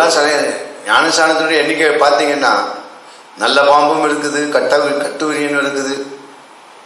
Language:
Tamil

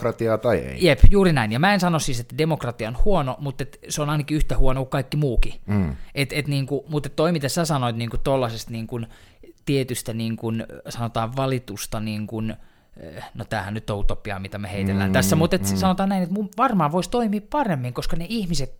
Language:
Finnish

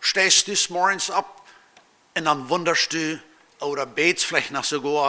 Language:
Plautdietsch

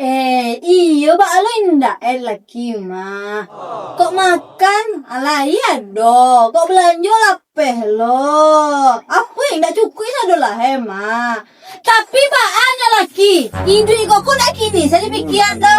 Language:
Minangkabau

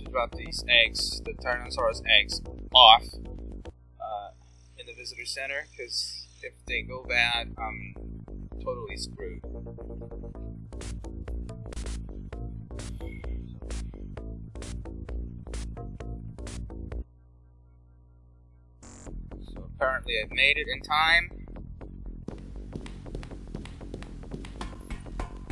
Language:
English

